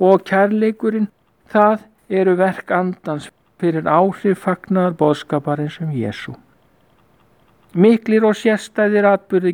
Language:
Icelandic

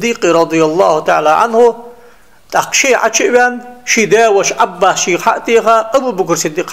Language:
Ingush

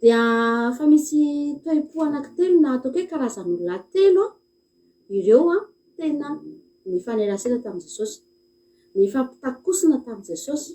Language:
Malagasy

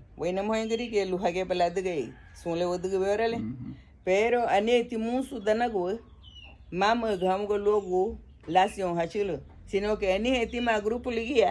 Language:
Garifuna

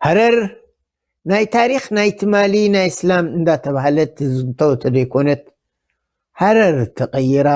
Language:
Tigrinya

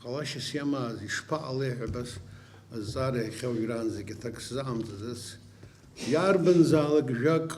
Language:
Abkhazian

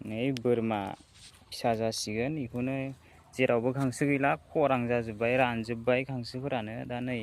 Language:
Bodo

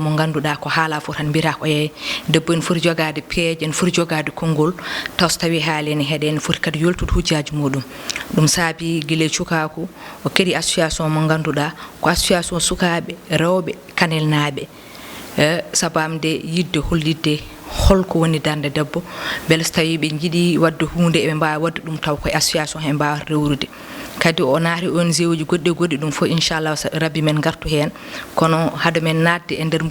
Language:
Fula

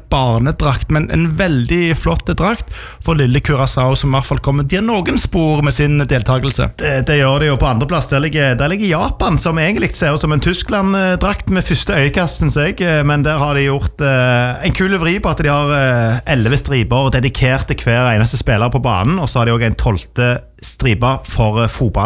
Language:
Norwegian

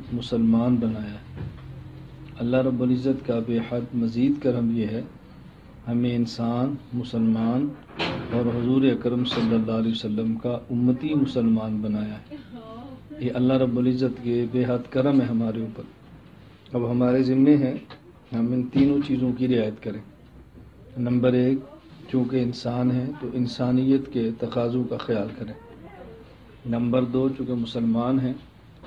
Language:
Urdu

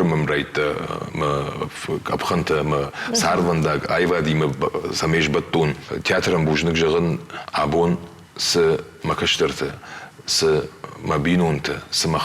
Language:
Ossetic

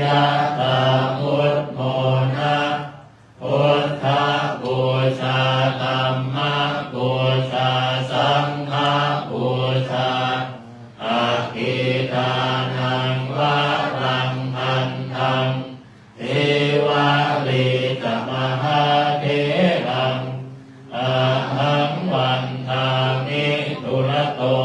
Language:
Pali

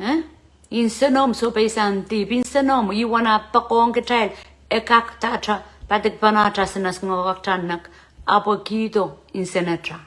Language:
Pohnpeian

